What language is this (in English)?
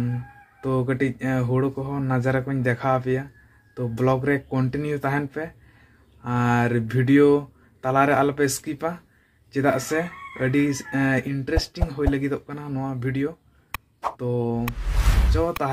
Santali